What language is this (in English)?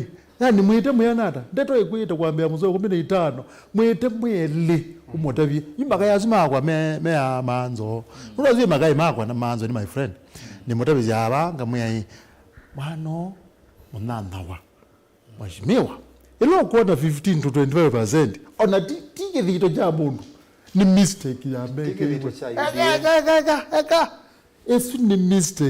Kamba